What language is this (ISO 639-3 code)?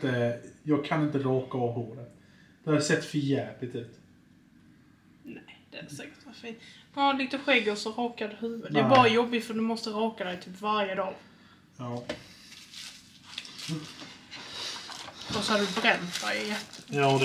swe